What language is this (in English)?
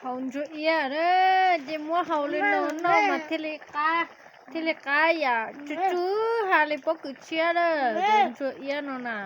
Hmong